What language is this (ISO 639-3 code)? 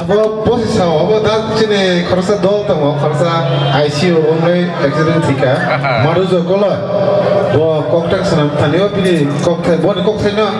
trp